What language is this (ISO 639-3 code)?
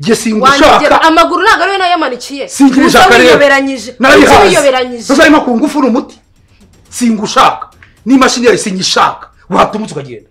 kin